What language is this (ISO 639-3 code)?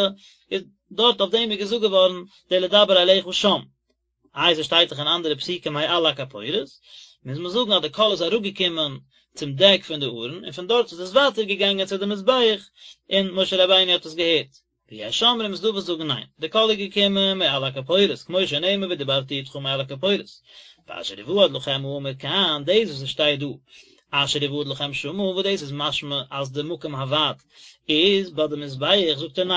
yid